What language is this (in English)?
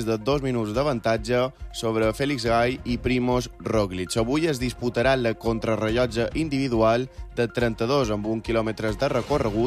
Catalan